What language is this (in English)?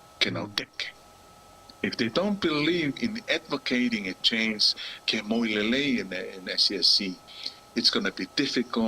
Tongan